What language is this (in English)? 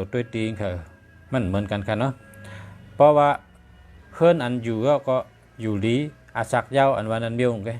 Shan